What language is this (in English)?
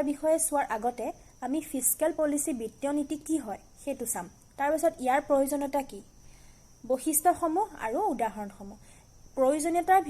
Assamese